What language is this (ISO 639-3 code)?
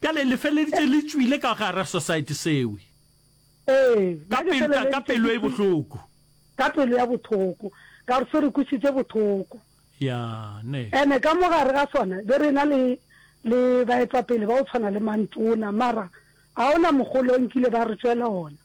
nso